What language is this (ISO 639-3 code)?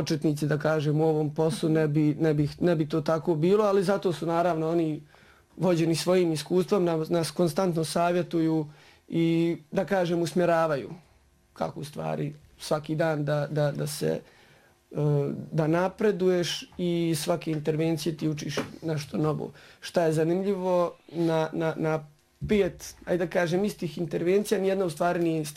bos